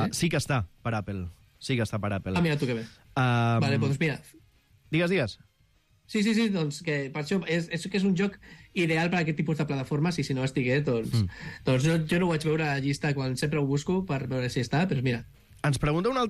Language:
Catalan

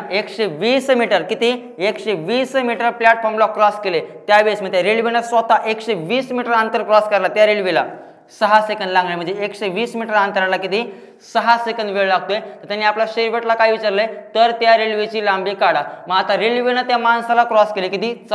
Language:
Marathi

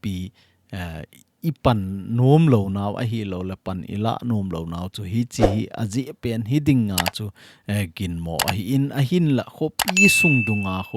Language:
Thado Chin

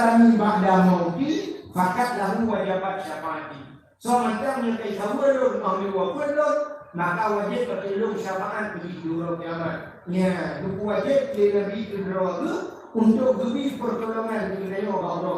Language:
Achinese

